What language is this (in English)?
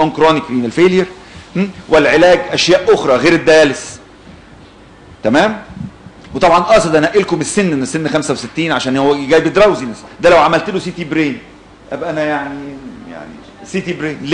Egyptian Arabic